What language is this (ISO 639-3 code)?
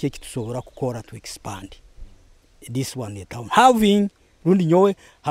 nyo